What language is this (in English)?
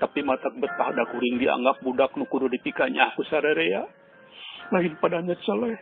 Sundanese